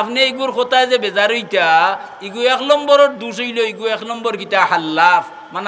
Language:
Sylheti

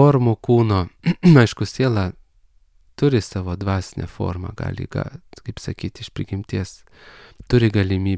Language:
Lithuanian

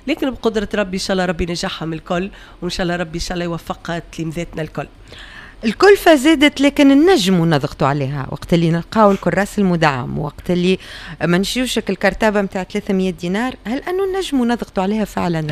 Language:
Tunisian Arabic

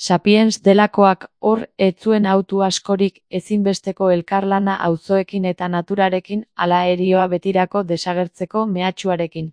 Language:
Basque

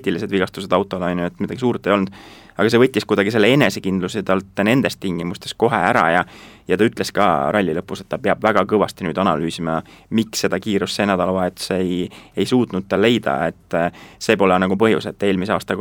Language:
Estonian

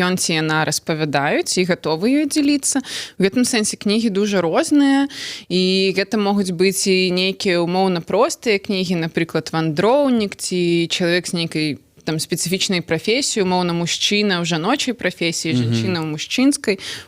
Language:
Belarusian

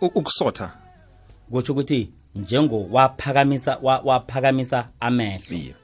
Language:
South Ndebele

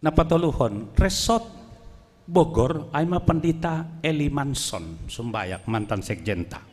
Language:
Batak Simalungun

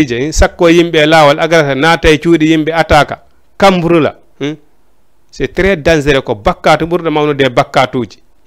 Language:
Fula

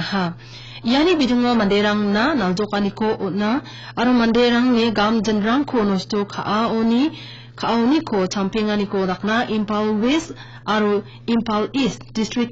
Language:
Garo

